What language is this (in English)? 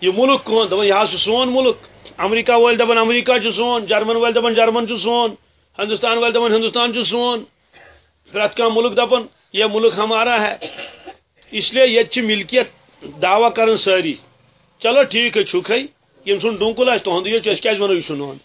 Kashmiri